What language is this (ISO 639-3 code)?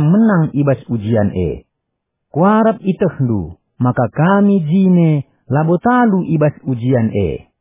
btx